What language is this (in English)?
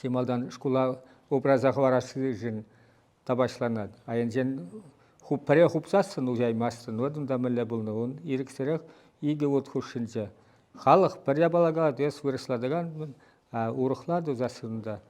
Chuvash